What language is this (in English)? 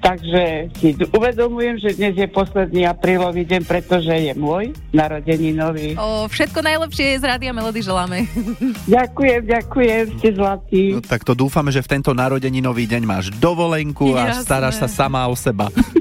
Slovak